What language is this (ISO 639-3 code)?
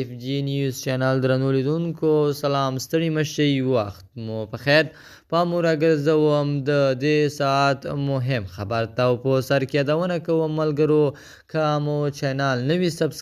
pus